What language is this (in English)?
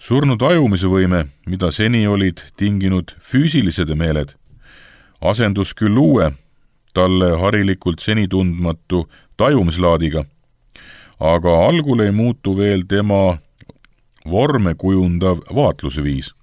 Estonian